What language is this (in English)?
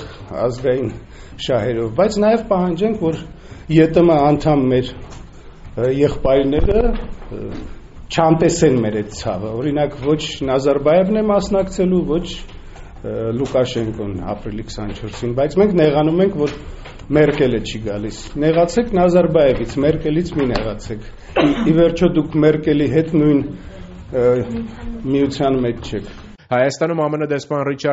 Armenian